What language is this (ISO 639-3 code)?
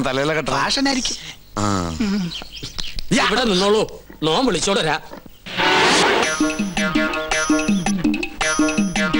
mal